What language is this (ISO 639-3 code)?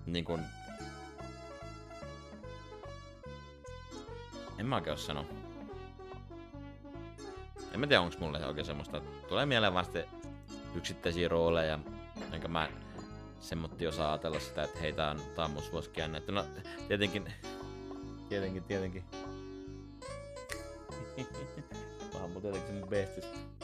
fin